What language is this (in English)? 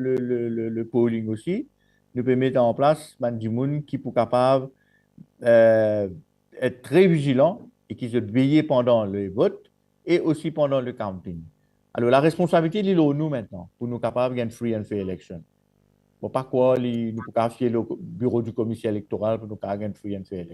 Morisyen